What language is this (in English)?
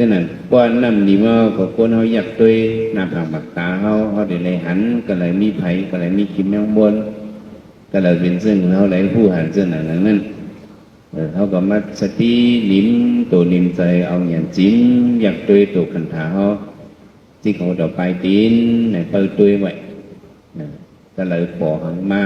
Shan